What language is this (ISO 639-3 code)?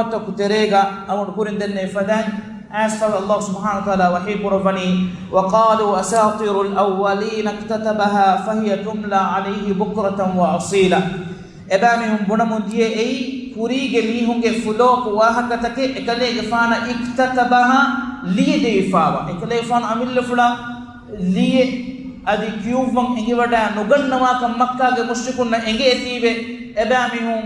div